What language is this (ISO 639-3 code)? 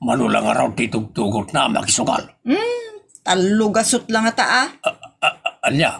ilo